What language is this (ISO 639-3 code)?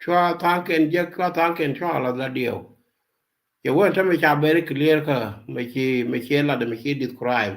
nus